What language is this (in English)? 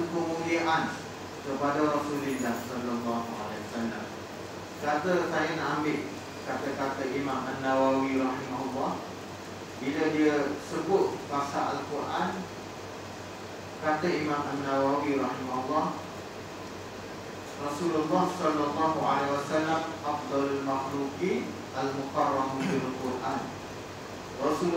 Malay